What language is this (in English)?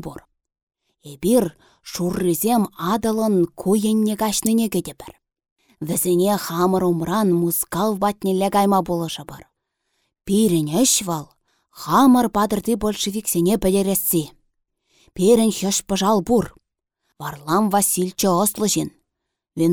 Chuvash